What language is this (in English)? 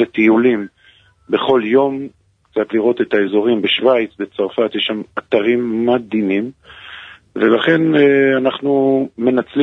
Hebrew